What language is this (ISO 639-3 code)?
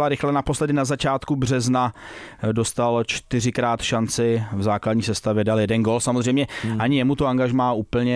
ces